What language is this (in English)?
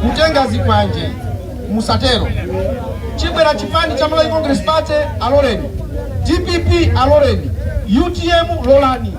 Nyanja